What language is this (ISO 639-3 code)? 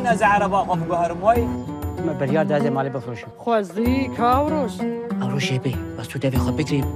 kur